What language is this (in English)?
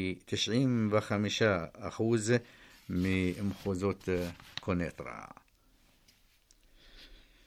Hebrew